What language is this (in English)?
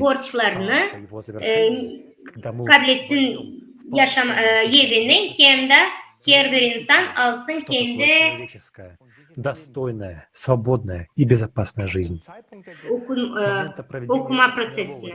Gagauz